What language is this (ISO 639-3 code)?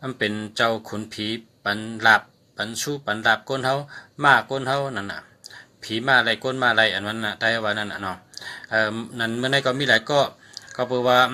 shn